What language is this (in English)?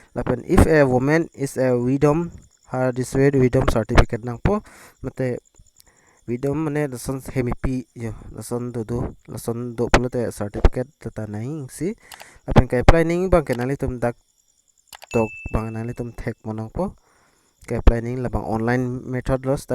Karbi